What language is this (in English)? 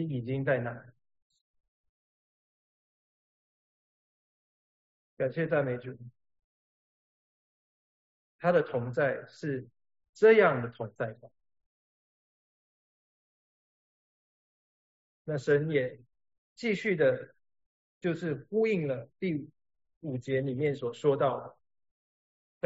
Chinese